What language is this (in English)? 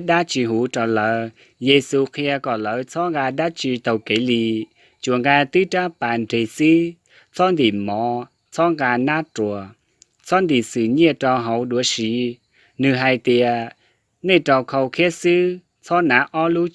Hmong